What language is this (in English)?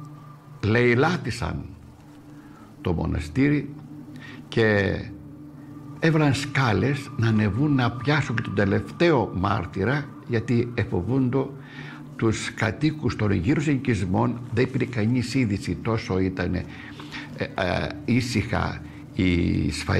Greek